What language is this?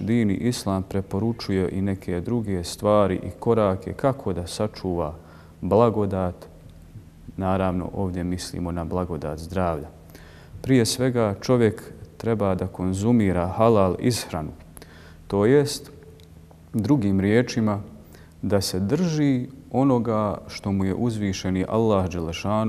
Bosnian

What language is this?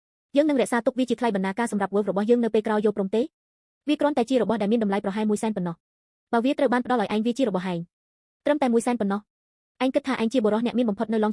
Khmer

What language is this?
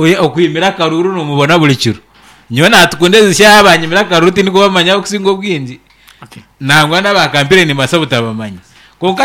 Nyankole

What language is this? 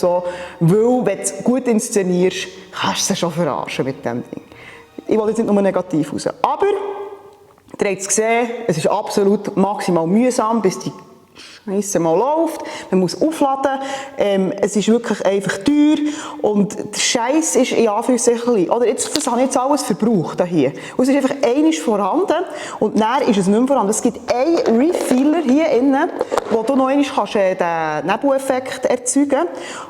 Swiss German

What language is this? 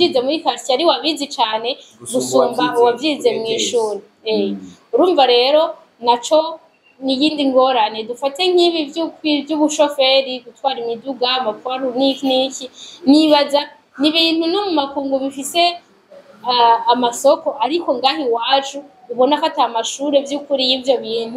Rundi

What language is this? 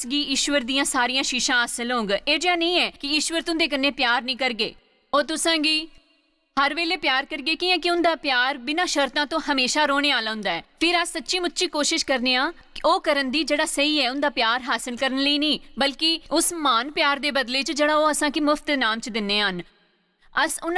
Dogri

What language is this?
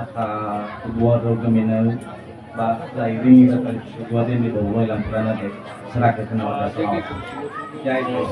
Nias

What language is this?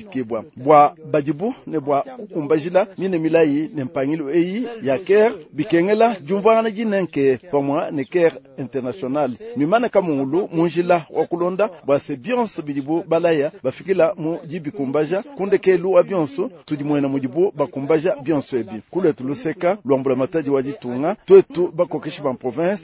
Luba-Lulua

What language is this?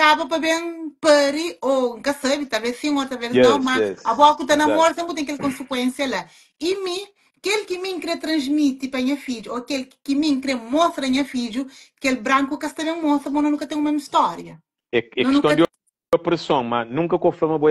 Kabuverdianu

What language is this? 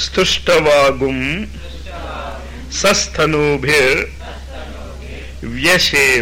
Telugu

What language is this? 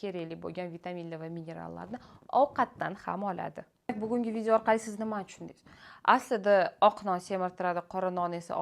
Uzbek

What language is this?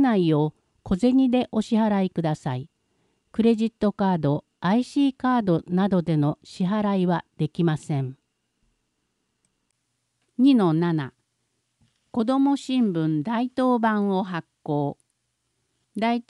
Japanese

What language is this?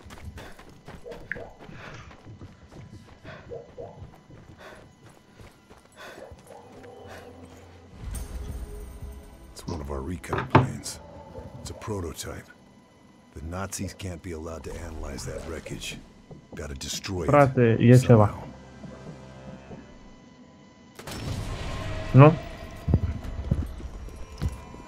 Romanian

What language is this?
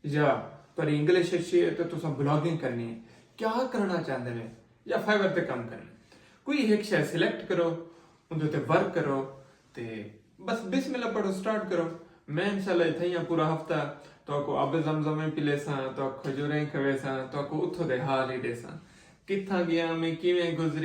Saraiki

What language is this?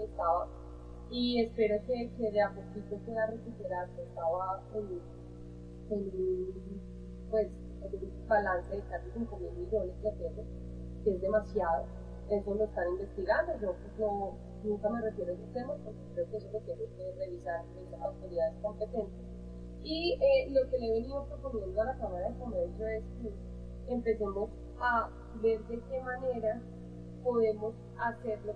Spanish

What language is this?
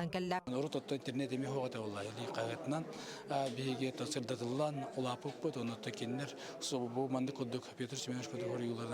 Yakut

